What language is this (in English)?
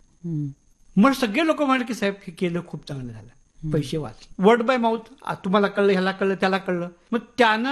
Marathi